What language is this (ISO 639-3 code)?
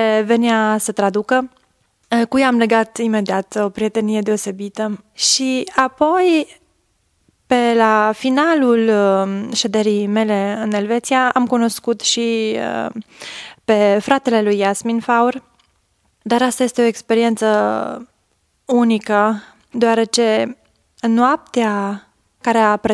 ron